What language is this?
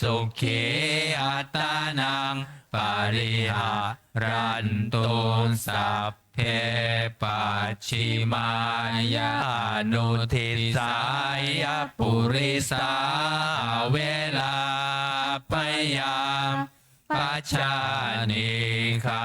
Pali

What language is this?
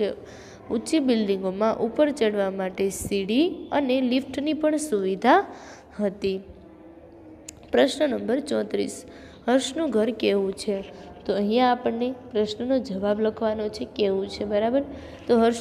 Gujarati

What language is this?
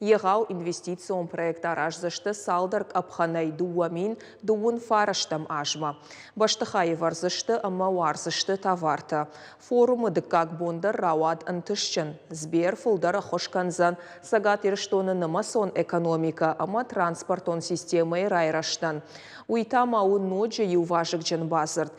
Ossetic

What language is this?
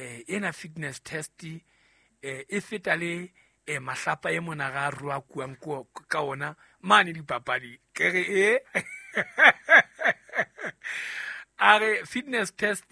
Southern Sotho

